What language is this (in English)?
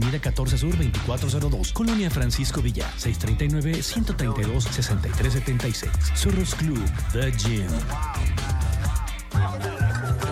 Spanish